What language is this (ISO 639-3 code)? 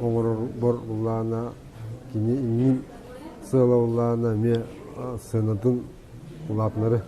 sah